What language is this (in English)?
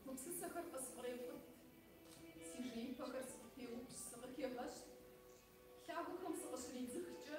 Kabardian